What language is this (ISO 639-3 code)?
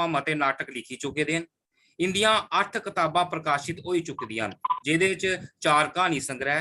doi